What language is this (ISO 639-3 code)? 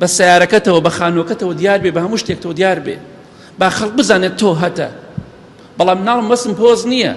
ckb